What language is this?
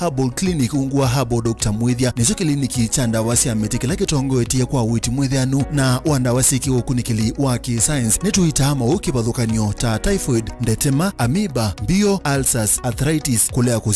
Kamba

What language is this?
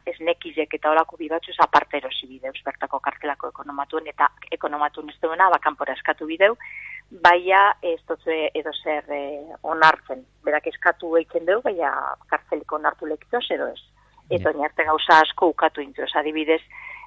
Basque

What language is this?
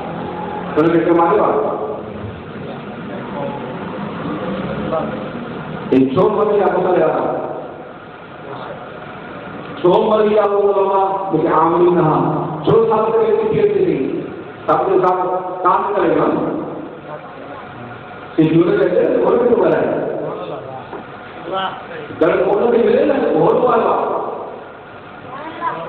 Urdu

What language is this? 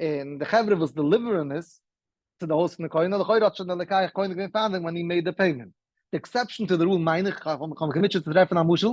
Yiddish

